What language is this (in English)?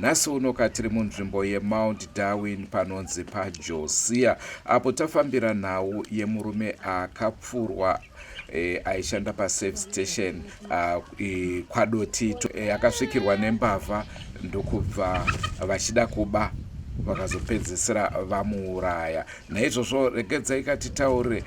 Shona